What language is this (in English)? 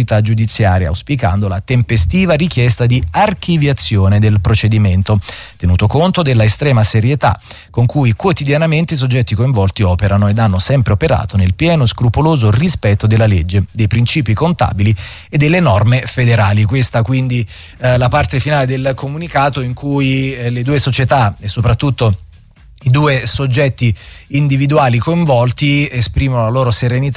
Italian